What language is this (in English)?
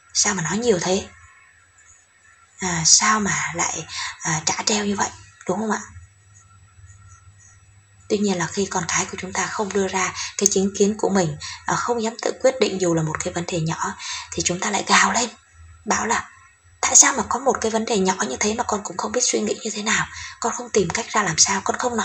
Vietnamese